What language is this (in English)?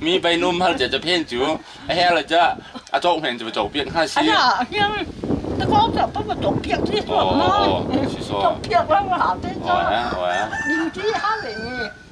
Hakha Chin